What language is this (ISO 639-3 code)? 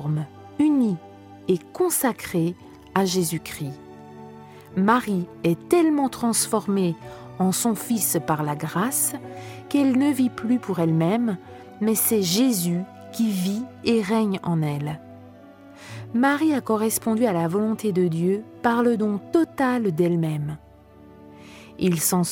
fra